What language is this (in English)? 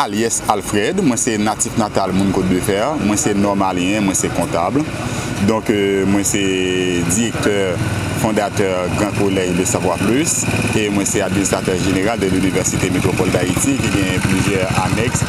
Haitian Creole